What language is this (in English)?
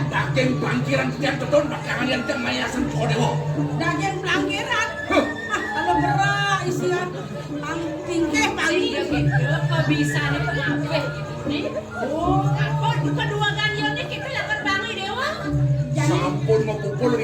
Balinese